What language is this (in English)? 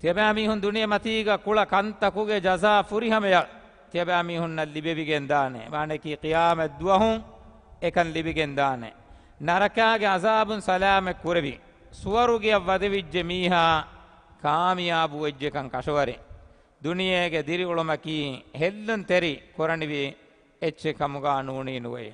Divehi